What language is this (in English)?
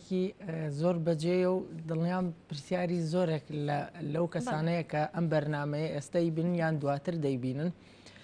Central Kurdish